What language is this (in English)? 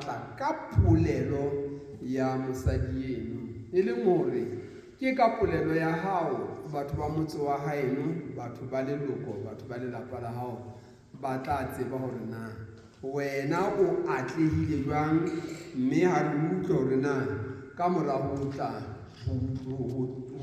Southern Sotho